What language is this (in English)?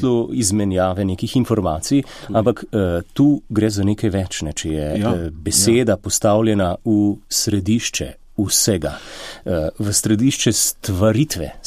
Slovenian